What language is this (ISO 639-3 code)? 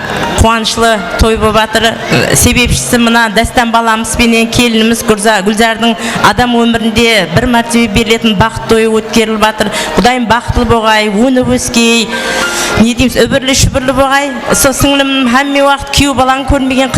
kaa